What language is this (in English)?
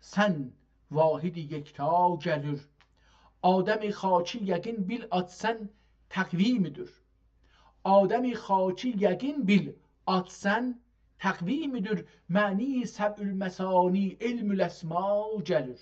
South Azerbaijani